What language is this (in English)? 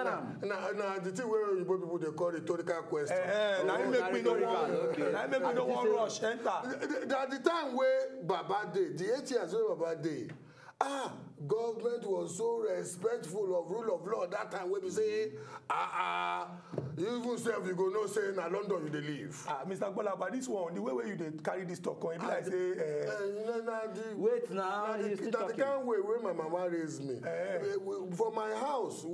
Nigerian Pidgin